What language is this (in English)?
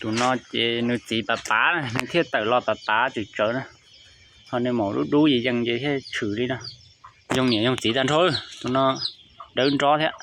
Hmong